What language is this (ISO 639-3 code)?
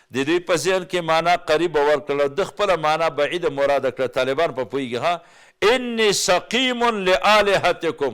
pus